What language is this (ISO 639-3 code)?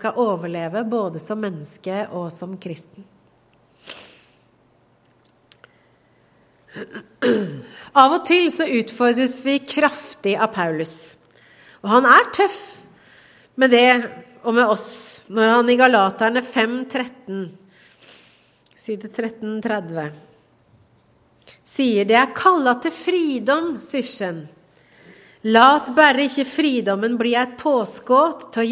nor